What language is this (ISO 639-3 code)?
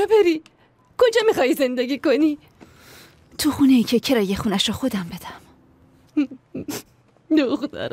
fas